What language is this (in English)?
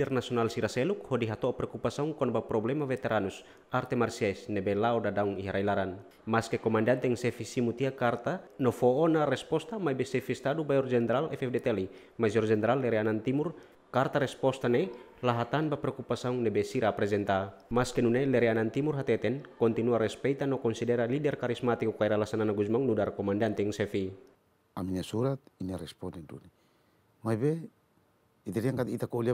Tetum